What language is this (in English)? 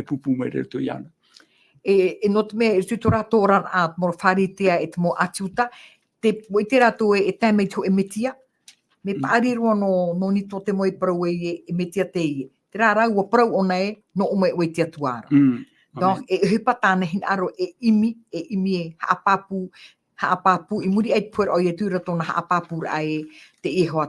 Tahitian